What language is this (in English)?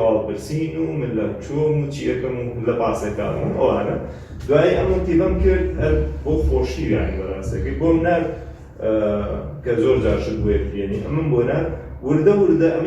Central Kurdish